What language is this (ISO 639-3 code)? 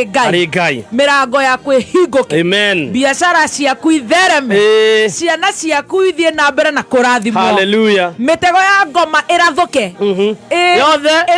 kik